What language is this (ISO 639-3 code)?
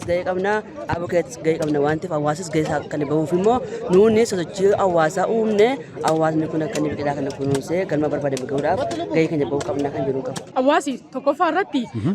orm